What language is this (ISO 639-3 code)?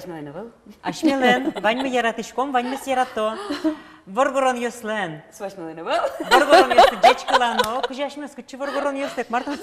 udm